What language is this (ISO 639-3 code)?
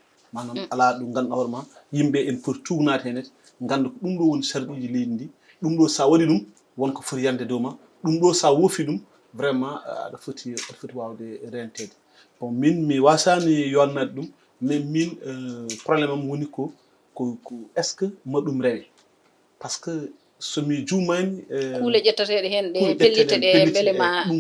ful